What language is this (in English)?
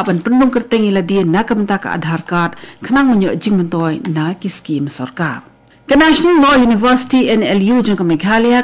Khasi